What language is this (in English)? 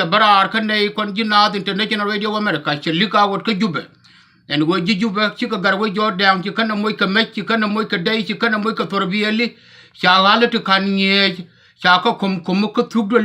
Nuer